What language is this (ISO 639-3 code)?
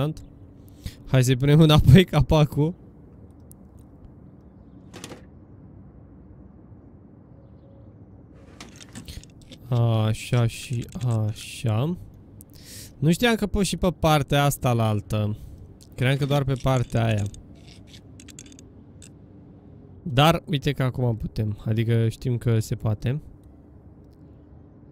ron